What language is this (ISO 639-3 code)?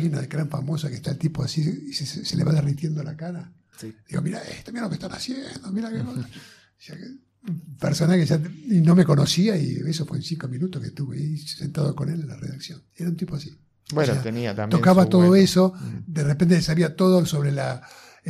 spa